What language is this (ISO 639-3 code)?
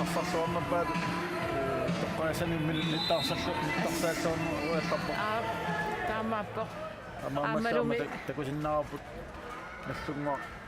kal